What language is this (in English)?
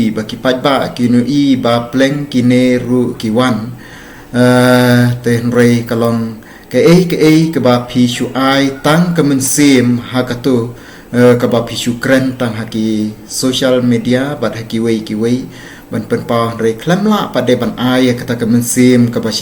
Khasi